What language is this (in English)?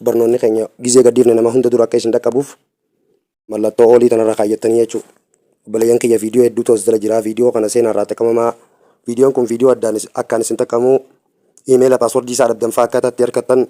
Oromo